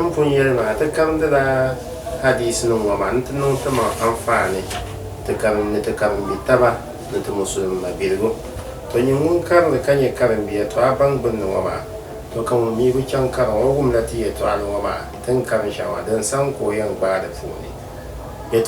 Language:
Dagbani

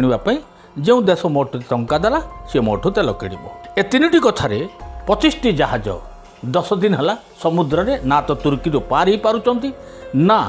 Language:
Odia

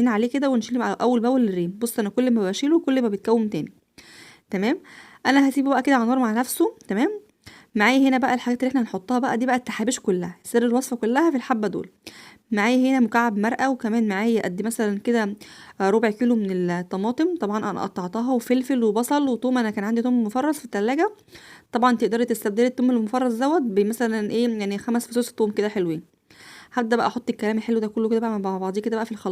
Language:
Egyptian Arabic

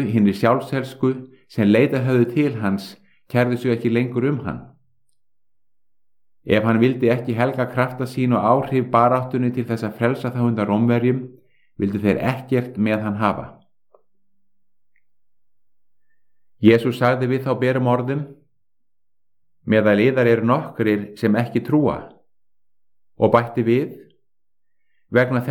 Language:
Icelandic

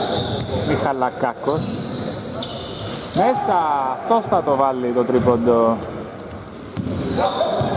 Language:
Greek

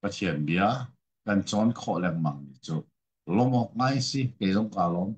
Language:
Hakha Chin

